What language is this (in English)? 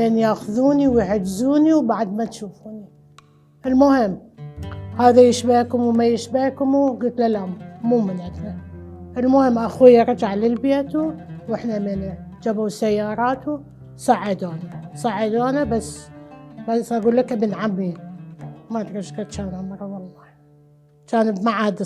Mesopotamian Arabic